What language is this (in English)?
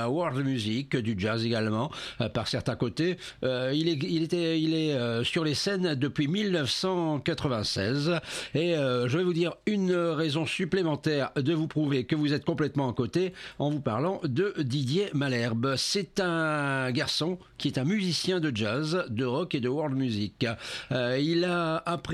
French